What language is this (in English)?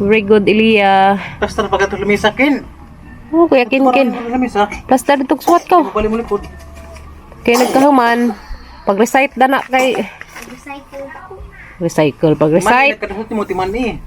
Cebuano